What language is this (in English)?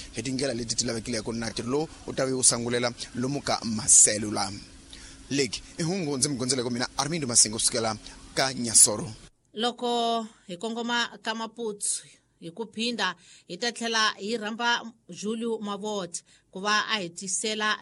Tsonga